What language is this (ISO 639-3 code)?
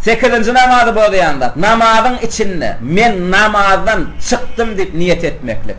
tuk